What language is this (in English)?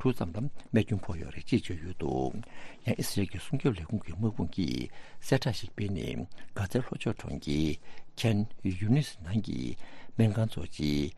Tibetan